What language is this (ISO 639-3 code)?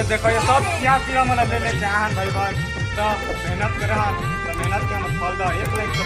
hne